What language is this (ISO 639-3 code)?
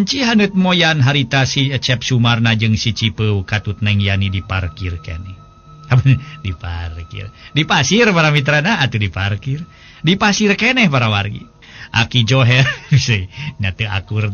sun